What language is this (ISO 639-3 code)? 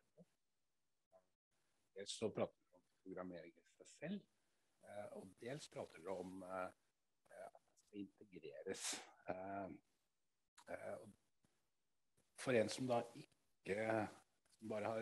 nor